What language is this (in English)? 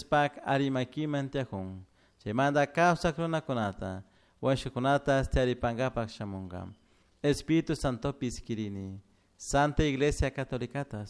Chimborazo Highland Quichua